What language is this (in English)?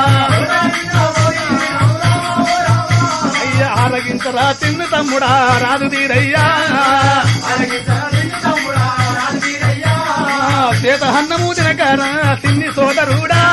Telugu